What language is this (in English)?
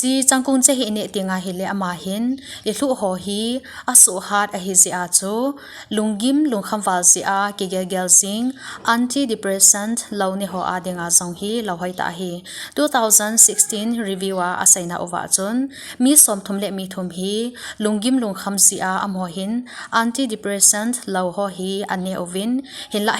Thado Chin